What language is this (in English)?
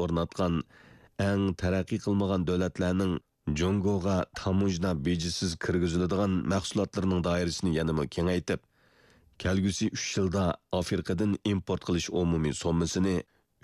Uyghur